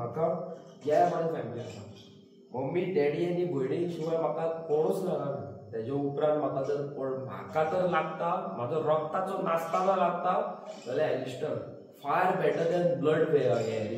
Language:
Konkani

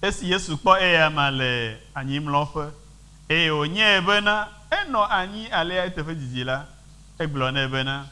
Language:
Ewe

